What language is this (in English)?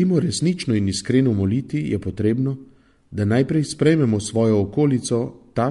Slovenian